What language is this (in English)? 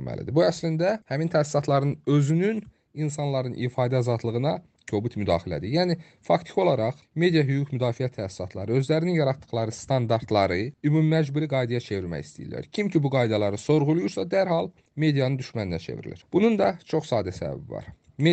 Azerbaijani